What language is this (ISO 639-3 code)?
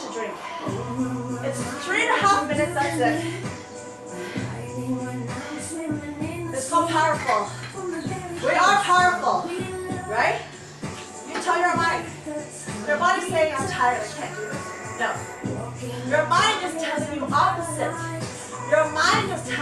eng